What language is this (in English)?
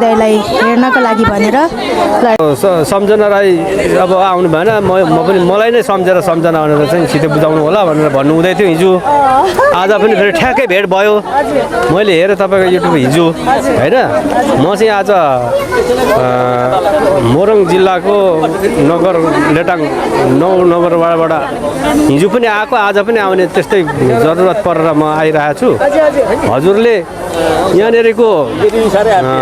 Nepali